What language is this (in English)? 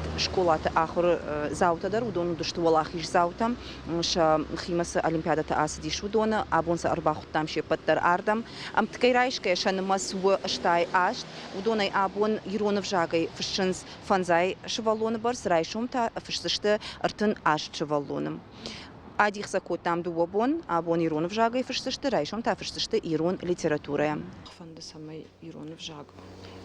Ossetic